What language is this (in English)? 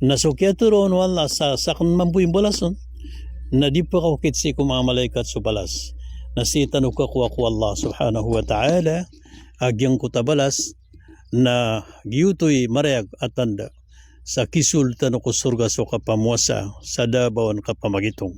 Maranao